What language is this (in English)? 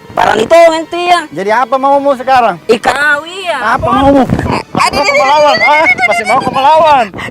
Makassar Malay